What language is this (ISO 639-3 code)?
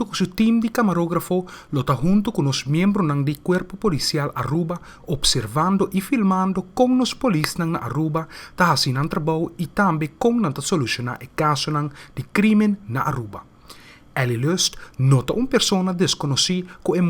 pap